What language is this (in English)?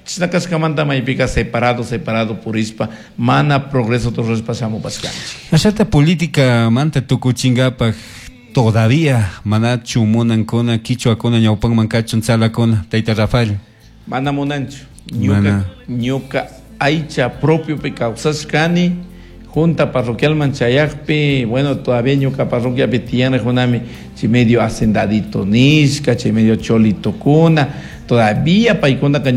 Chimborazo Highland Quichua